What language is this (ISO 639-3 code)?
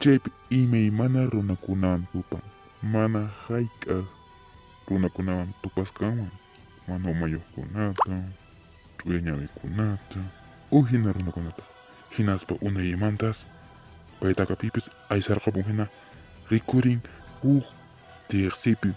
que